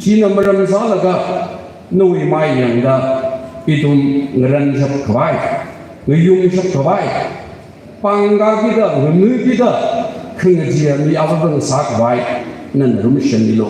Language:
Tangkhul Naga (India)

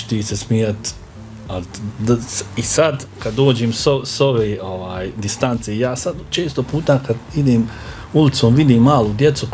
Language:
Bosnian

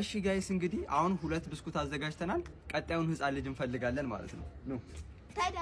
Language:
Amharic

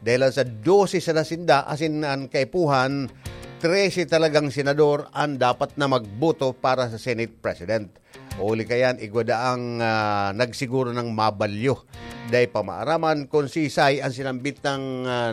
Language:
Bikol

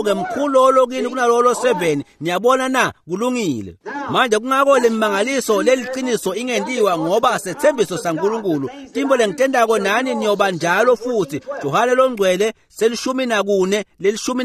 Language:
Swati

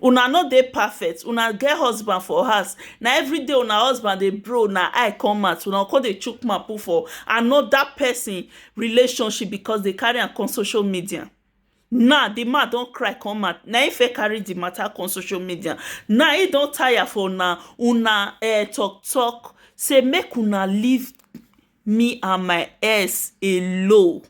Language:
Nigerian Pidgin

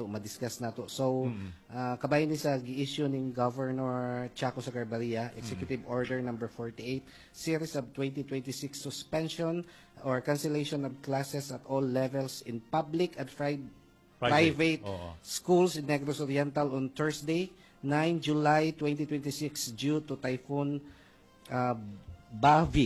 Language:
Cebuano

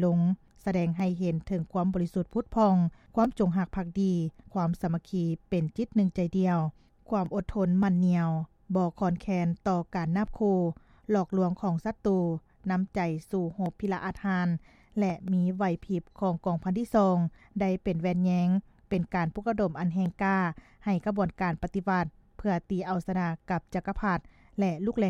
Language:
Lao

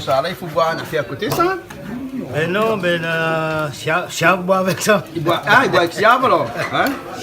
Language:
Réunion Creole French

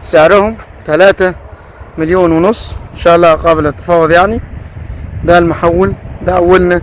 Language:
Egyptian Arabic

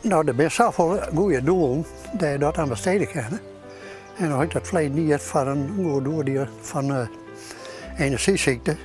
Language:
Western Frisian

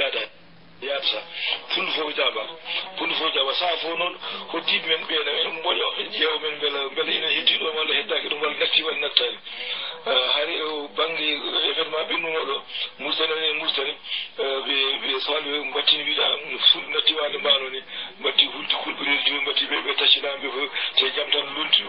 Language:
Fula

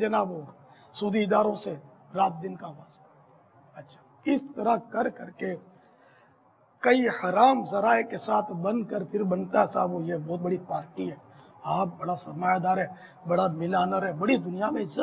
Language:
Urdu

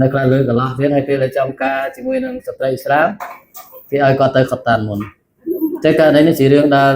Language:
Khmer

